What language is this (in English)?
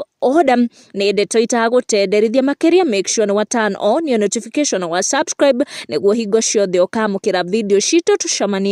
Kikuyu